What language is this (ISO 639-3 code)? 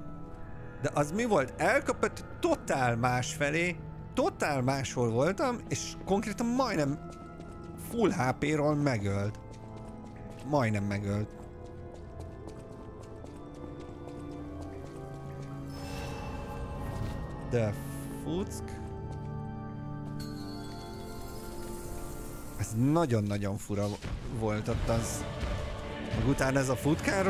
hun